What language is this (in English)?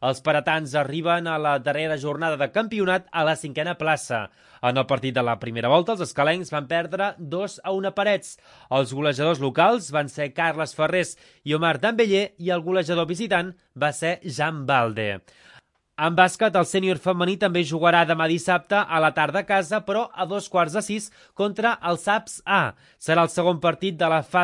Catalan